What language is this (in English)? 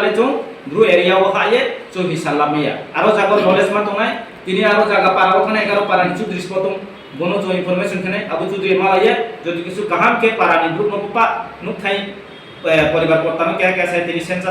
Riang (India)